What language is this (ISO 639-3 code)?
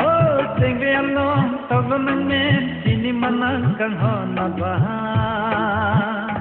mjw